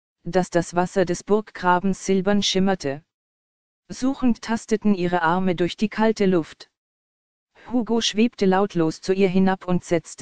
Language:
German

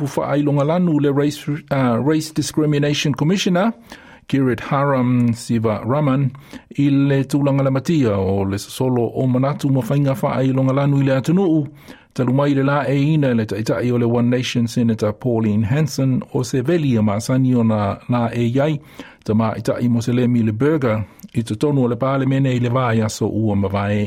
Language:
Samoan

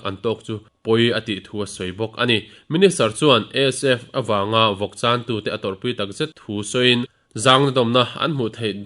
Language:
Mizo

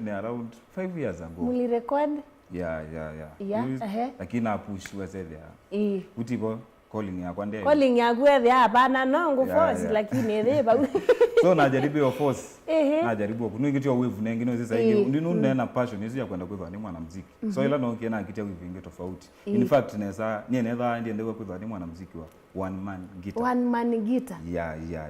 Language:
Kamba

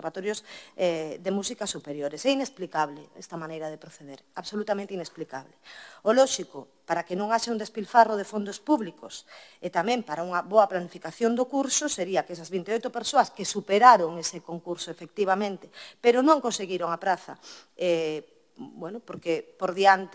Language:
Galician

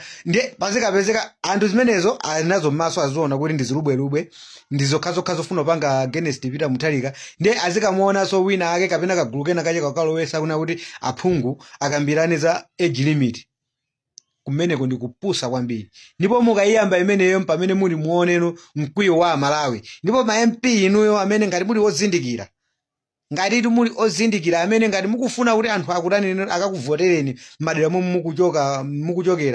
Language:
Nyanja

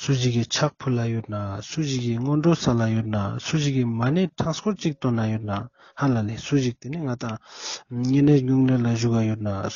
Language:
Ladakhi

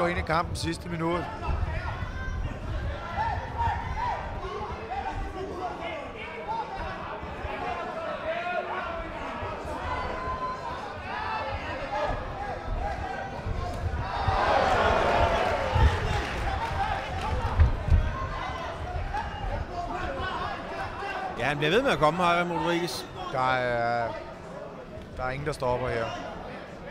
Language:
Danish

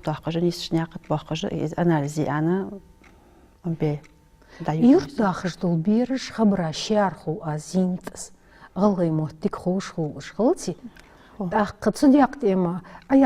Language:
Ingush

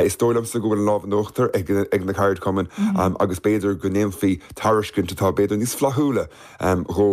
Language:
Irish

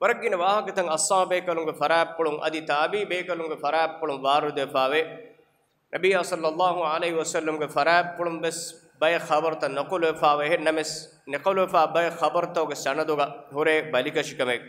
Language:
Divehi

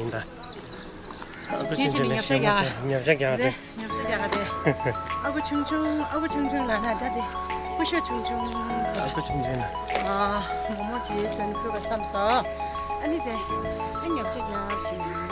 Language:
Tibetan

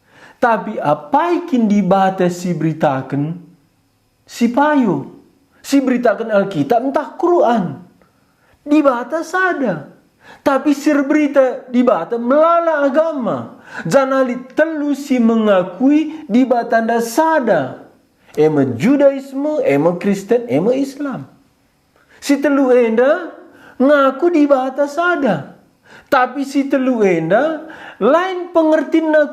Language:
Batak Karo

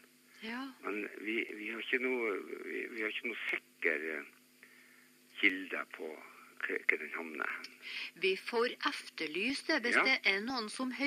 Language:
Norwegian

